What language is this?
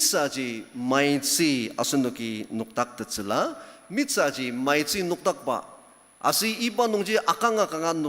Ao Naga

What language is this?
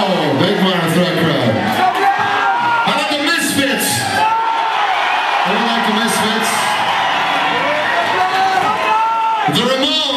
English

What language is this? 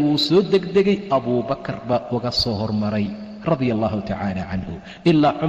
Somali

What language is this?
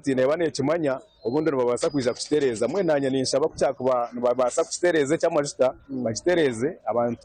Nyankole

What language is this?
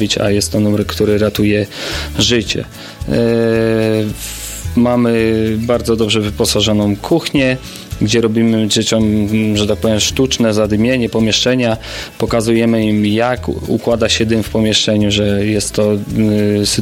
Polish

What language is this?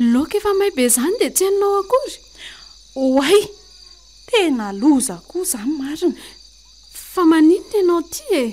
Malagasy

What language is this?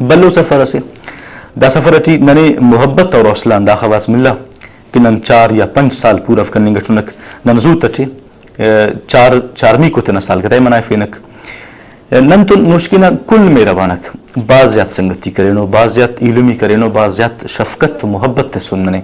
Brahui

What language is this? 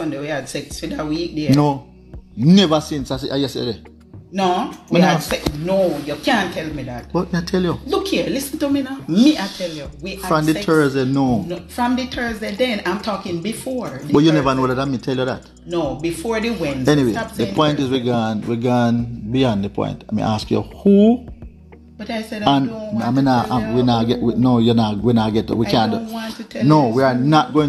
Jamaican Creole English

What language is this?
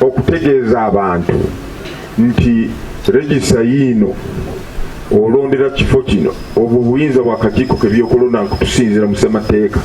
Ganda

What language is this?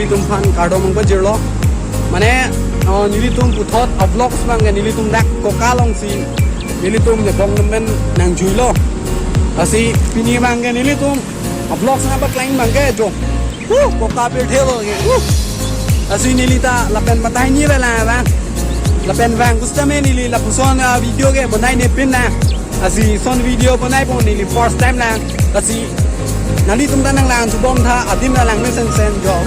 Karbi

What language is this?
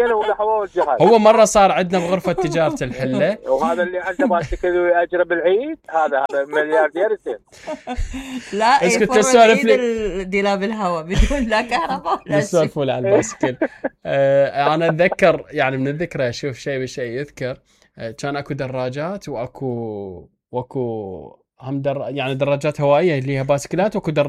Mesopotamian Arabic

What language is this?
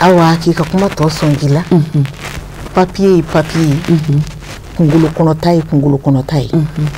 Bambara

